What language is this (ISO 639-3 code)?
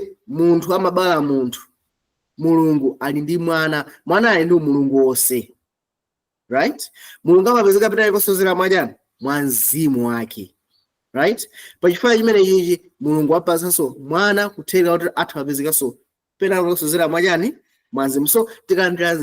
nya